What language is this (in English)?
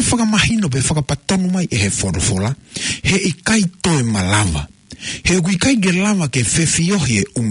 Tongan